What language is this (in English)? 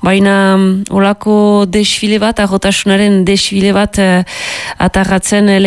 Basque